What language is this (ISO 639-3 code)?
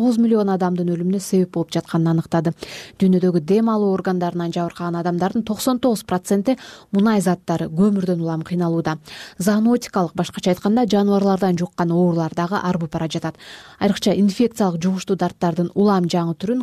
kir